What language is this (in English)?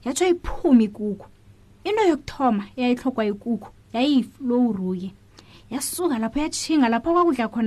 South Ndebele